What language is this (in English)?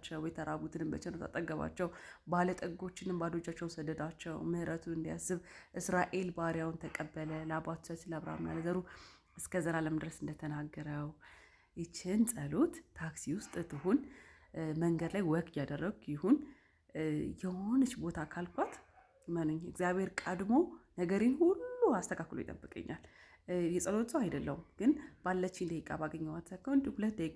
Amharic